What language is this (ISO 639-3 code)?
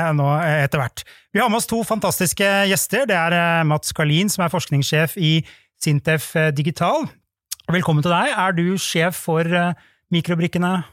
nor